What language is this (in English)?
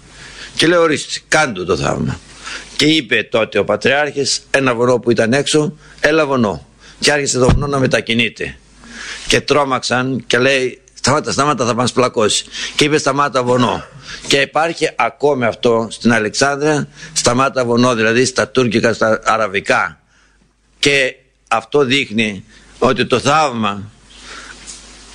Greek